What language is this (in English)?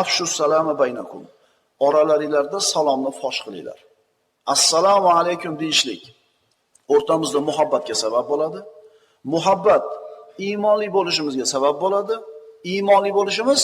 Uzbek